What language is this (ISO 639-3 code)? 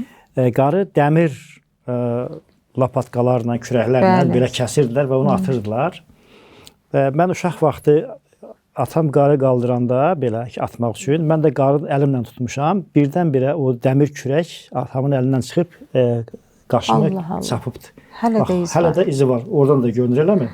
aze